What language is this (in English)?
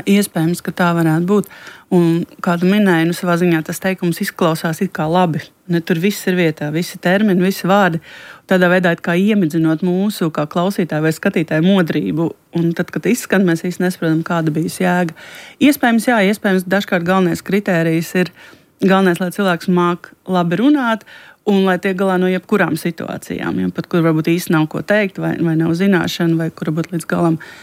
Latvian